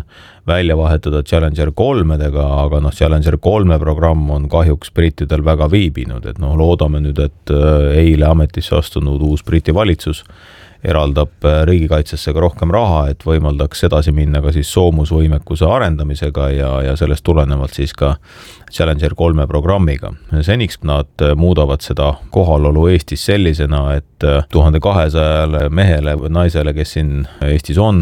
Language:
Estonian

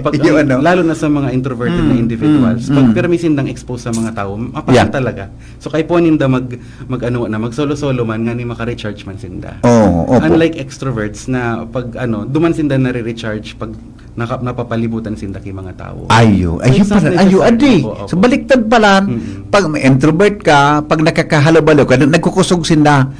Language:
Bikol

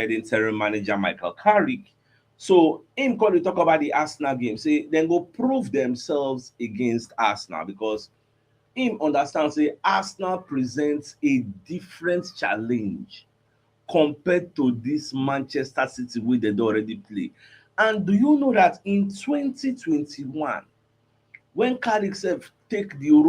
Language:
Nigerian Pidgin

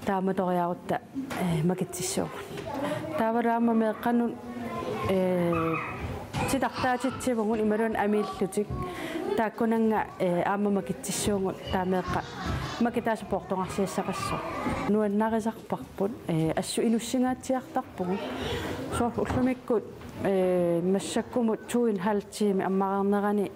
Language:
Kalaallisut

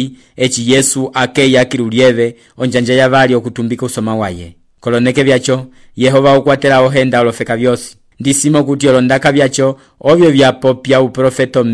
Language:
Umbundu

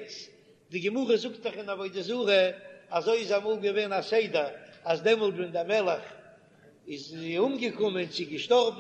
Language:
Yiddish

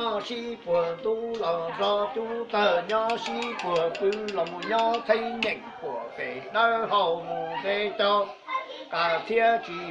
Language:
Hmong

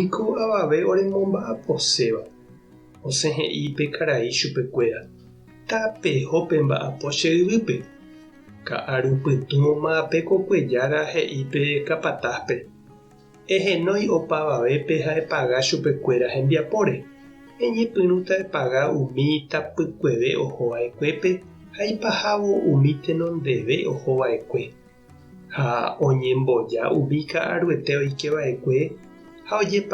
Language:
Guarani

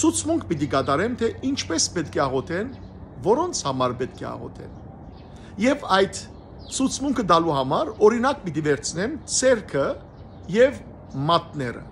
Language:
Western Armenian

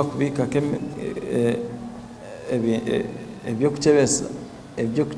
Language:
Nyankole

